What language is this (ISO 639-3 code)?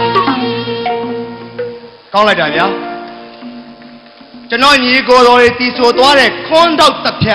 mya